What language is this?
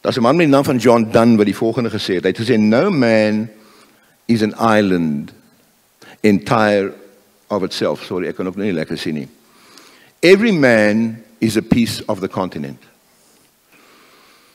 Afrikaans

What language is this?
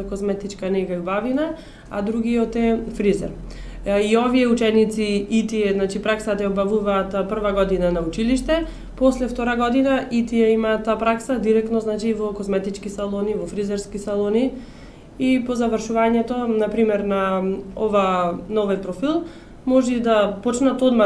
Macedonian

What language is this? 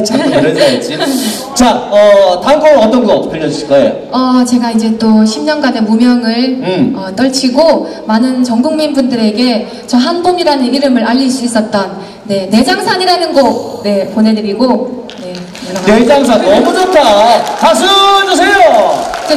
Korean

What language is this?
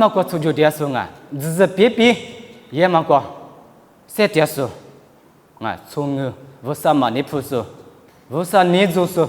Lisu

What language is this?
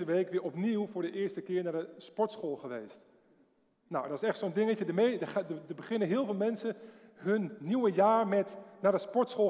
Dutch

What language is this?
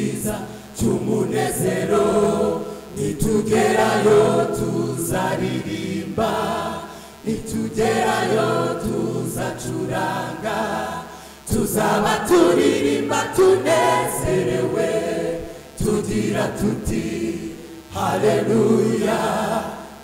Kinyarwanda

